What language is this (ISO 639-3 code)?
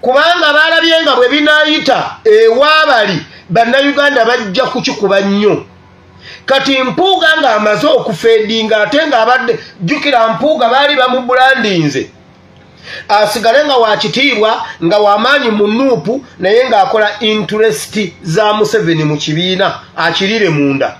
lug